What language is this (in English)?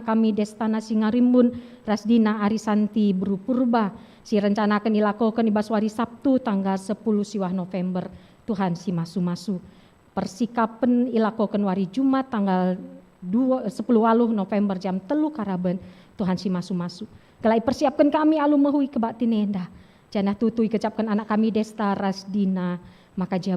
Batak Karo